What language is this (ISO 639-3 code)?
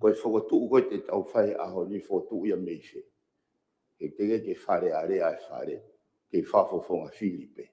ton